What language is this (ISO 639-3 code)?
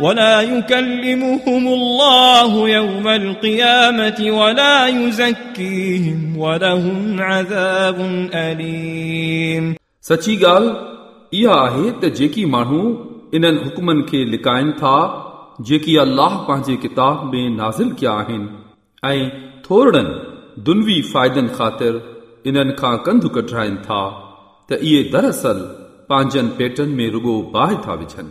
snd